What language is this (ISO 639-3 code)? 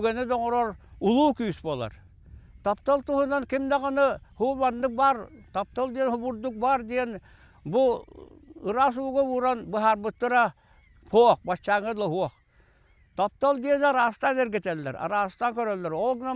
sah